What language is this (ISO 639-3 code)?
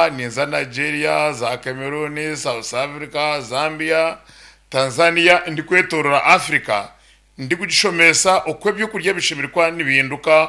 nyn